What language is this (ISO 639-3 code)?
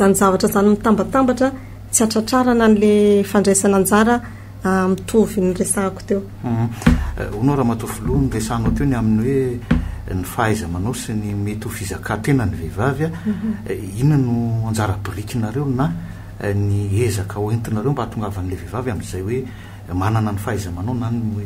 mlg